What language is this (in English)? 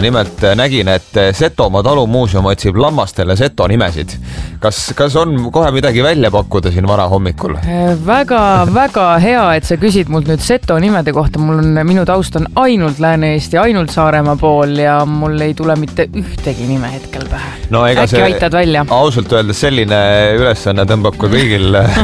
Estonian